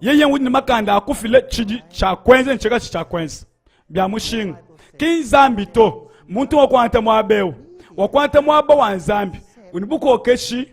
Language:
Luba-Lulua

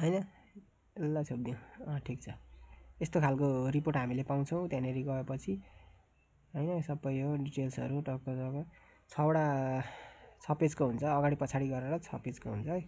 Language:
Nepali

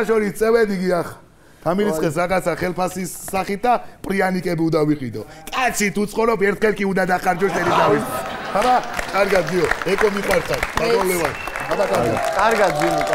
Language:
Georgian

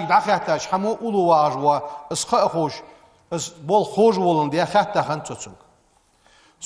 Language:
Ingush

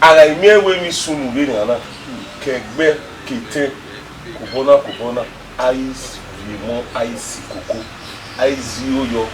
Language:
Bini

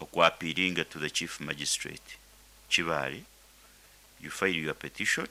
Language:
Nyoro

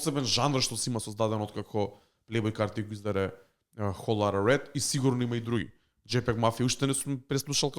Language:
Macedonian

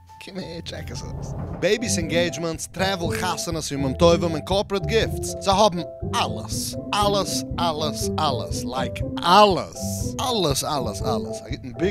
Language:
Yiddish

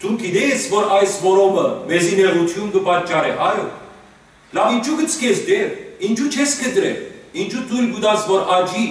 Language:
Western Armenian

